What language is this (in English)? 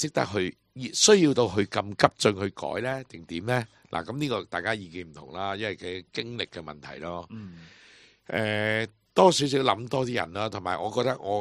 Cantonese